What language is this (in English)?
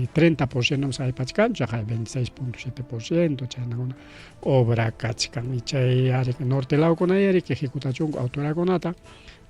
Ayacucho Quechua